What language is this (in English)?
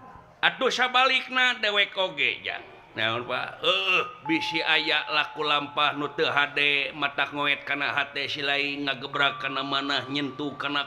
Sundanese